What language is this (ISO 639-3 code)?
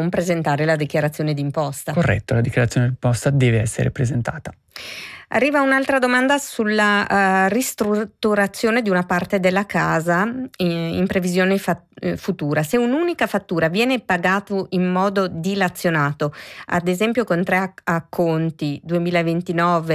ita